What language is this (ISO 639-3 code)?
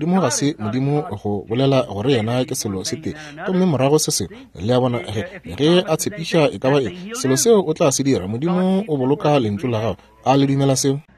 nso